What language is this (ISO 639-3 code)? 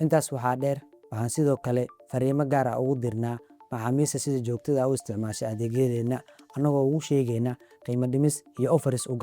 som